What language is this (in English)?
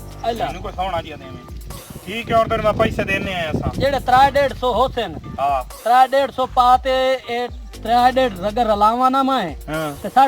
Saraiki